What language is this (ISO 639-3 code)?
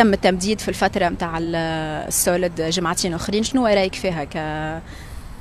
aeb